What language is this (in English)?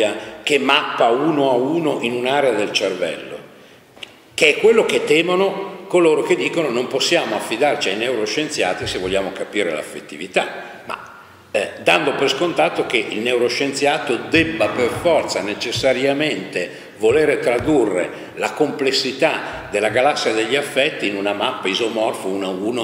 Italian